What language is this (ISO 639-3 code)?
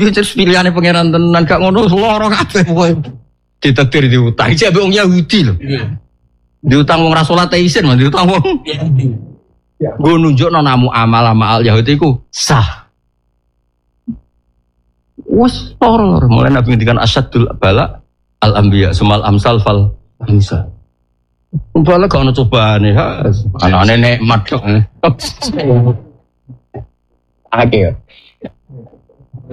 jav